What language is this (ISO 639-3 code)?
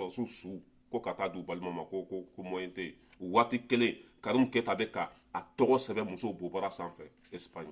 bam